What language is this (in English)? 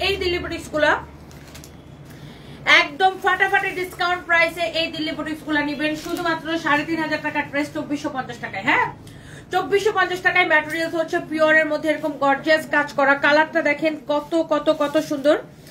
Bangla